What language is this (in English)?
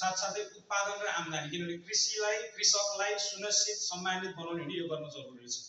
Nepali